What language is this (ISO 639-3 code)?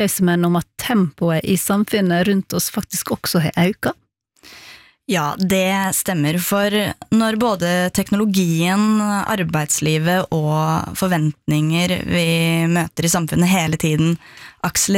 nor